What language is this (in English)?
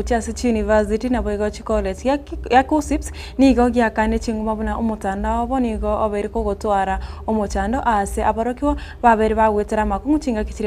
Gusii